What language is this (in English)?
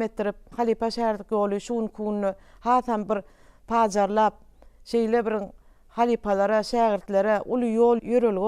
Turkmen